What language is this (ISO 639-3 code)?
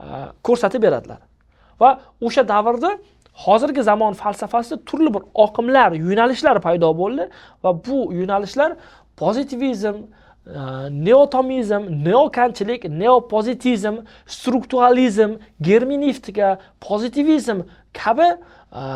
uzb